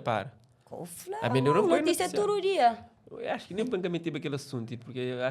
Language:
Kabuverdianu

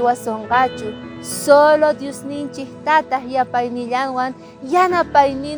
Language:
South Bolivian Quechua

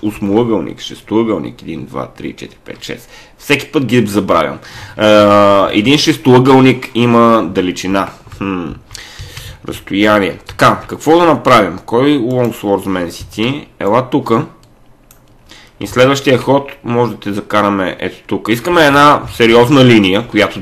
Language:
Bulgarian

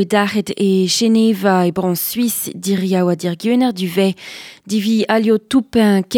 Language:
Breton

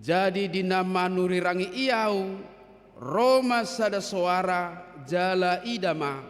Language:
Batak Toba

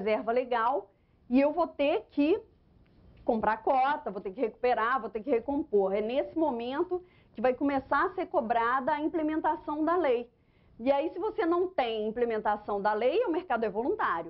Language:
Portuguese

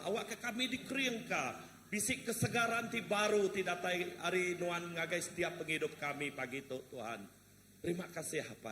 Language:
Iban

